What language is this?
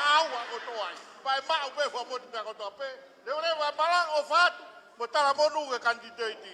Tongan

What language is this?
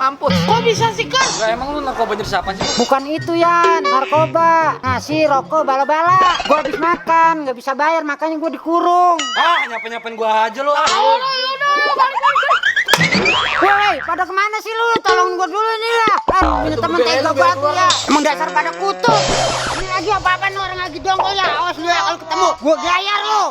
Betawi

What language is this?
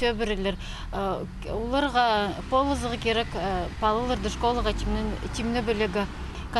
Khakas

